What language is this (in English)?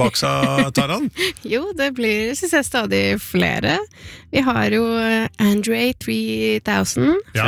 Norwegian